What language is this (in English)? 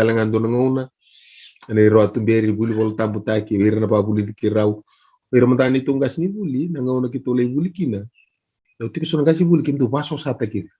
Fijian